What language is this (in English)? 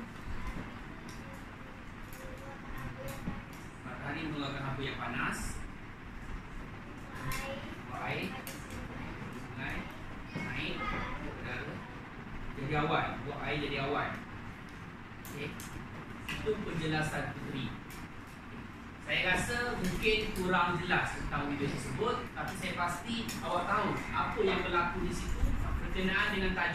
Malay